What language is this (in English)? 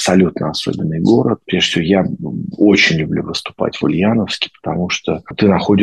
Russian